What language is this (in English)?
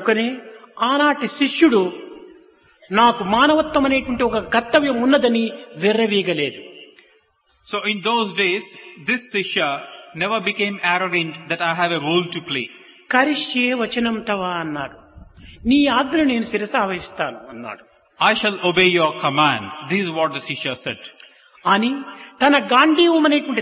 Telugu